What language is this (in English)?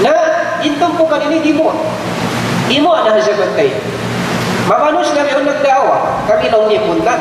Tausug